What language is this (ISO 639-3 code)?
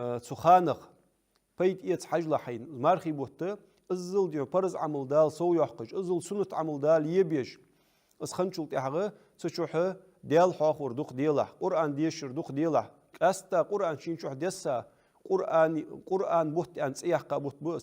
inh